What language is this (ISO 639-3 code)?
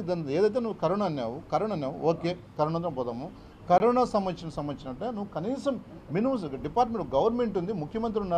tel